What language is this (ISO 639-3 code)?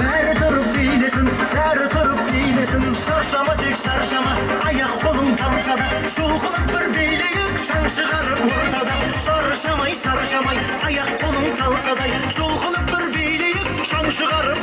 kaa